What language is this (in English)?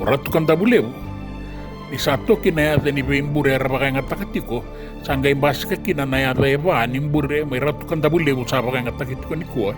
Fijian